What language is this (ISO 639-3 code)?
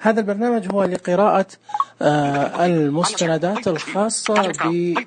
ars